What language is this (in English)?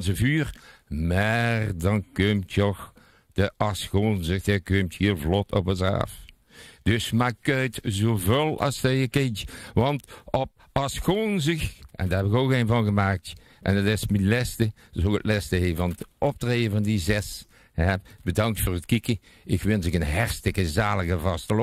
Limburgish